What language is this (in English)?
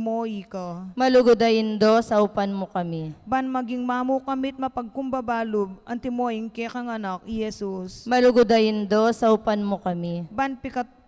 Pampanga